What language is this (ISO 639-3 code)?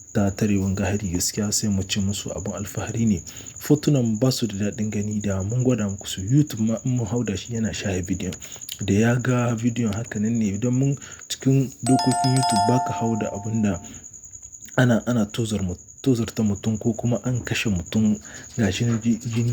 hau